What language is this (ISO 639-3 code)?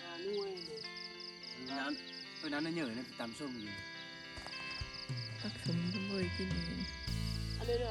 lao